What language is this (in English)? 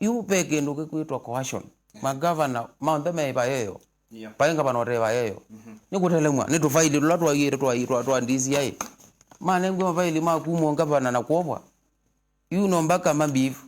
Kamba